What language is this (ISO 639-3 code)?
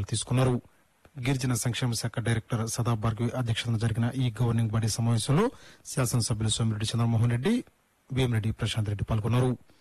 tel